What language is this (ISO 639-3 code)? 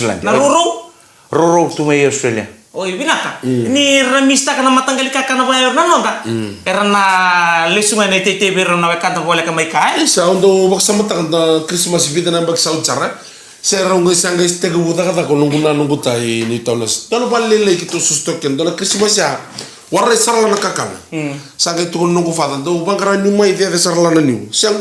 fij